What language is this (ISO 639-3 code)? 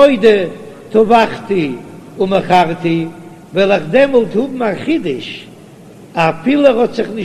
yid